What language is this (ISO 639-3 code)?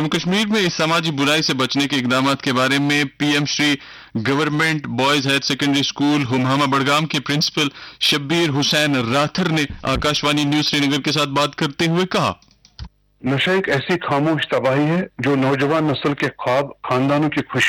urd